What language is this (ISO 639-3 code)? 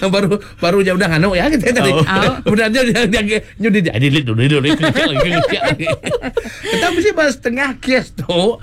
iba